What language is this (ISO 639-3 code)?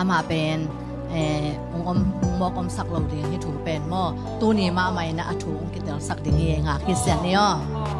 ctd